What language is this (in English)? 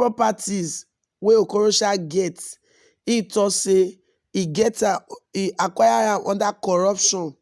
Nigerian Pidgin